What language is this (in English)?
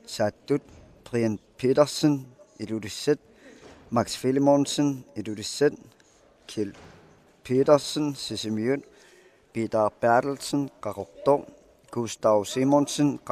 Kalaallisut